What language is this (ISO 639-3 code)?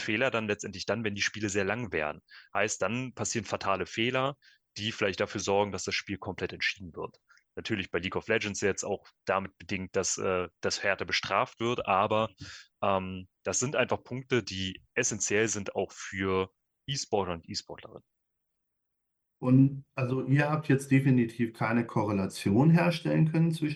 deu